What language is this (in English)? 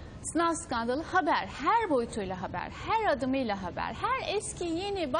Turkish